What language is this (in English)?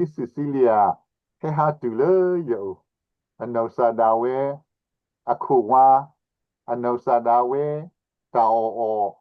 S'gaw Karen